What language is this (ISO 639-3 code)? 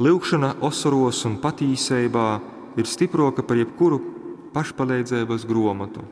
ltg